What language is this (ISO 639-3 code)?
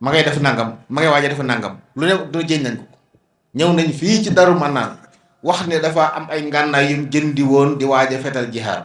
wol